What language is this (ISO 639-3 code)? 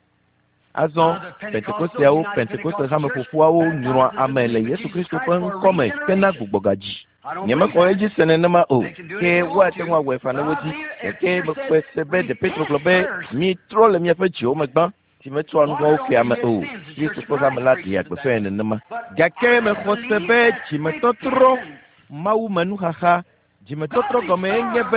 ewe